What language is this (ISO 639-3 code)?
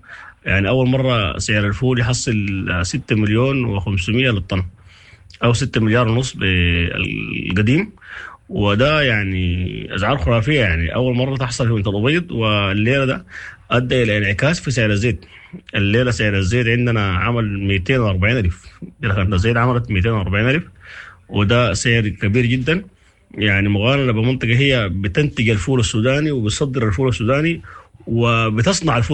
apd